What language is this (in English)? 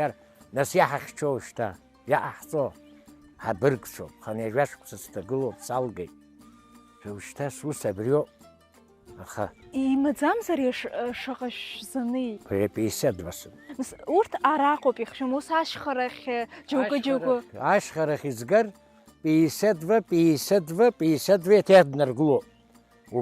Abkhazian